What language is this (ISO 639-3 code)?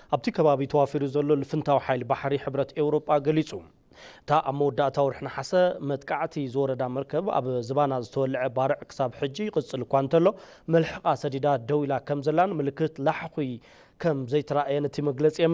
tir